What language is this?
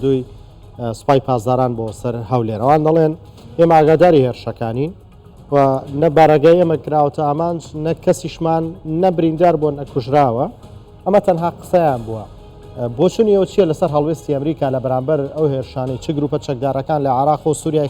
Central Kurdish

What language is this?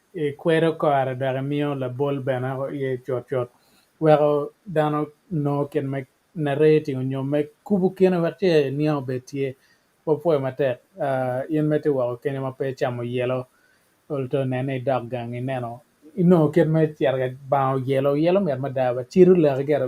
Acoli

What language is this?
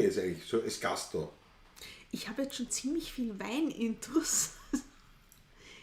Bavarian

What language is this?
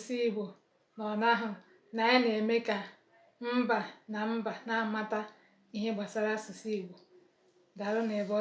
Igbo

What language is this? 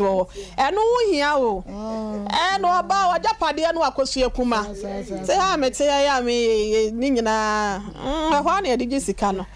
Akan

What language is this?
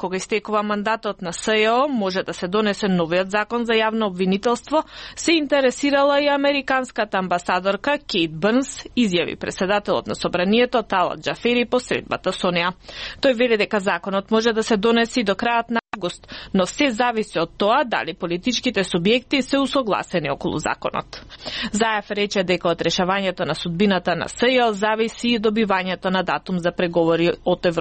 Macedonian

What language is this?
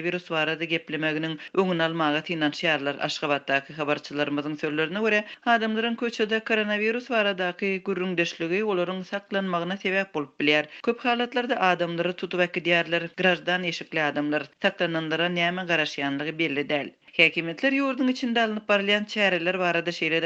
Turkmen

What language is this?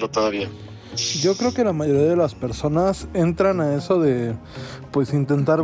Spanish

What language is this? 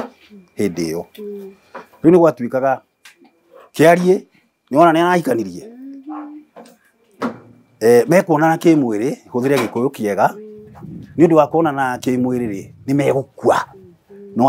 Kikuyu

